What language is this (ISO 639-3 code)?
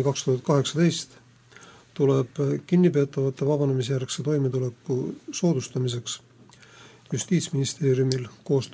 est